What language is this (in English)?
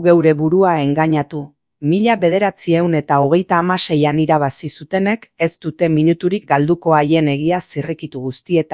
Basque